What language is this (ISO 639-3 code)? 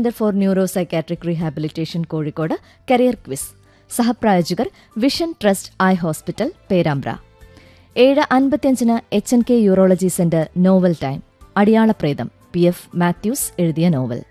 mal